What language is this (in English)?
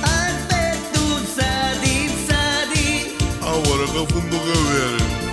Neapolitan